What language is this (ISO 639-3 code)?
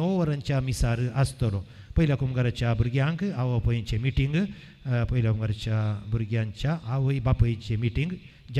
kok